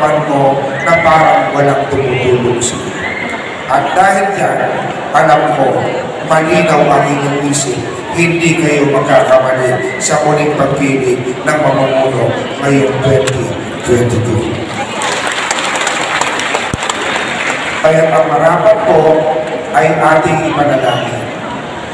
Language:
Filipino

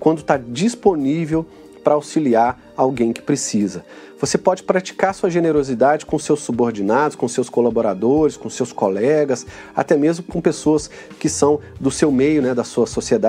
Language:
Portuguese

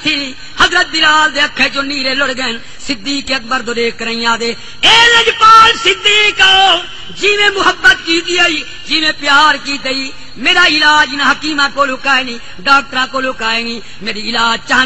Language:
Saraiki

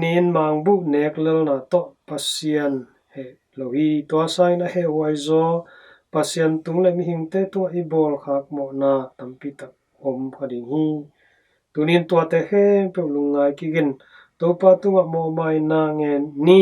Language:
Tedim Chin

